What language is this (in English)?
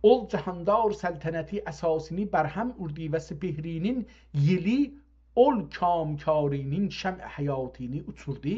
South Azerbaijani